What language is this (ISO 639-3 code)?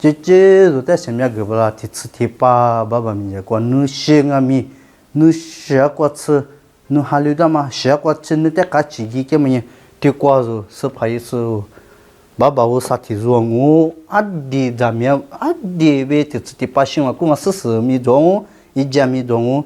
lis